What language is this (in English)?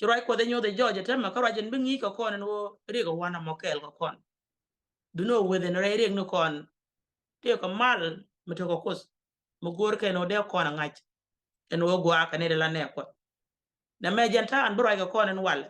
Nuer